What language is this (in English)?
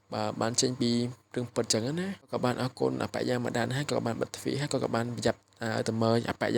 Khmer